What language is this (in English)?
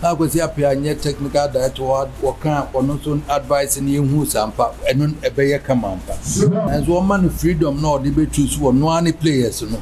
Akan